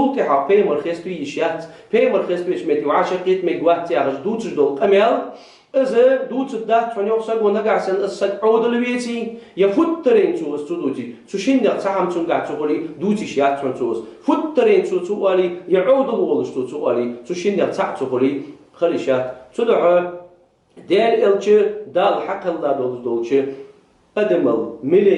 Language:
Ingush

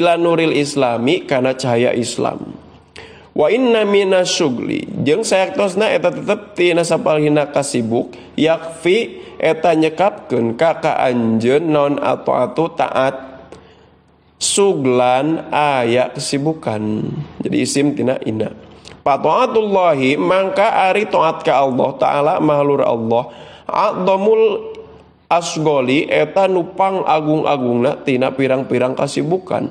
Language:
Sundanese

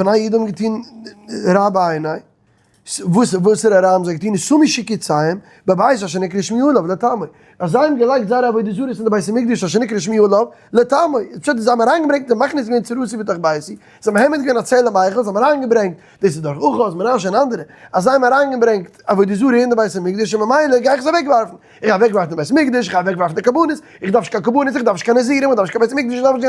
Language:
Yiddish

